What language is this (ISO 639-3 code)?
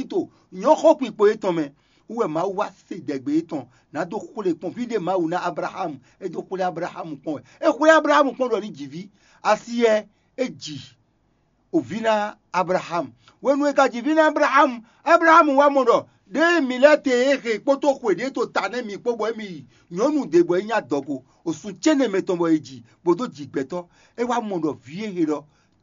fon